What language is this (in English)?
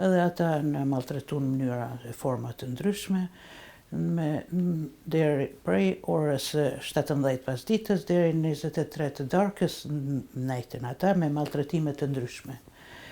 Albanian